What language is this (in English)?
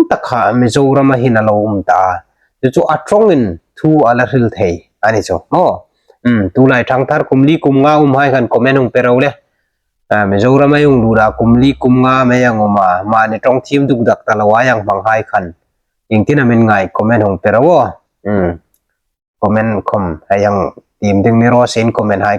Hmar